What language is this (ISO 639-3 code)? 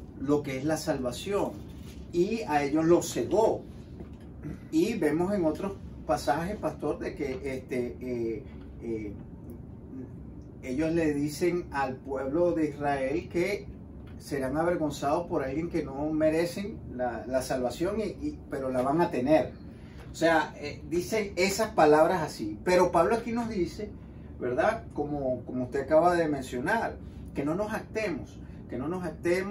spa